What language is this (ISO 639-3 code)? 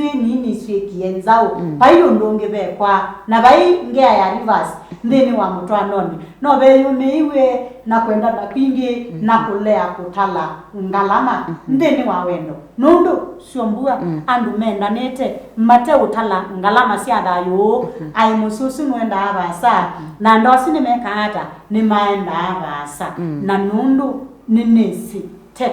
kam